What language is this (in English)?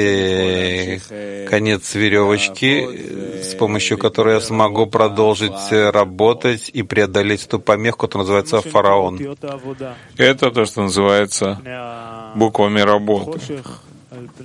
Russian